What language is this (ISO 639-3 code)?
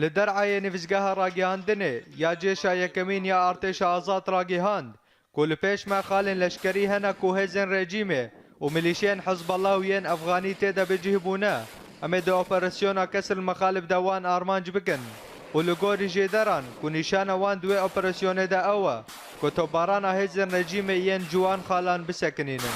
kur